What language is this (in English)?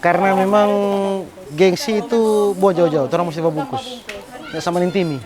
Manado Malay